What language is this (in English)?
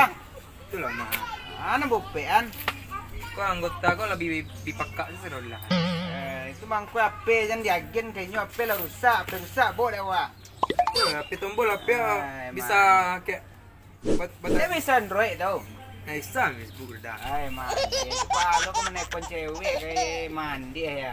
Minangkabau